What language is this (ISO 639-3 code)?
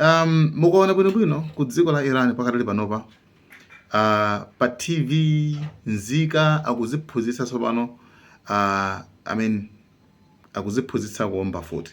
nya